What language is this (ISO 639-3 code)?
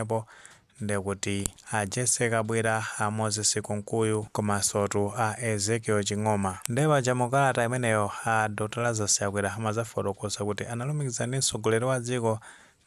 nya